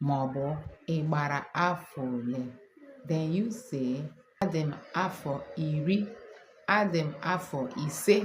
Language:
Igbo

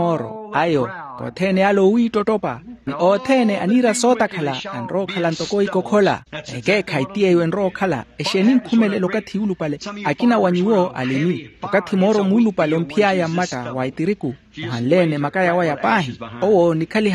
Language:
Makhuwa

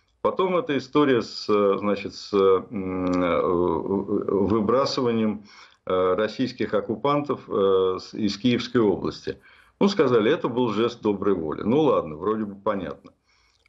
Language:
Russian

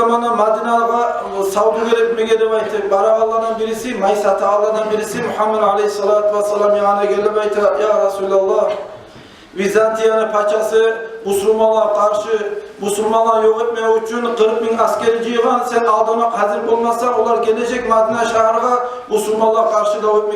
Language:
Kumyk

